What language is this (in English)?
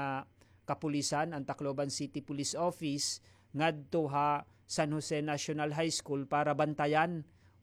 Waray